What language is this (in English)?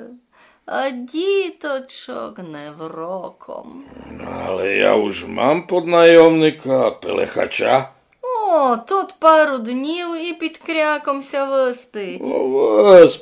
Rusyn